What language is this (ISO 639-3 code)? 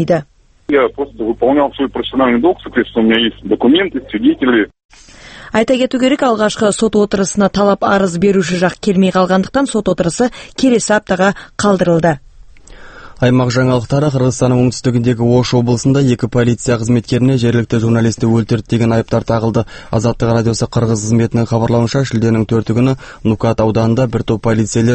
kaz